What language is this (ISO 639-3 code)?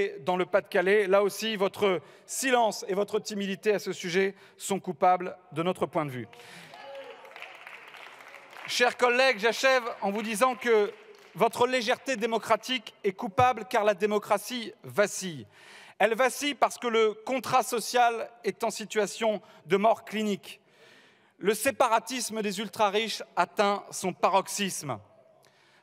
fra